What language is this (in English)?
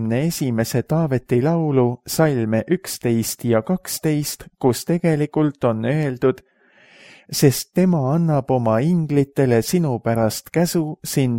Estonian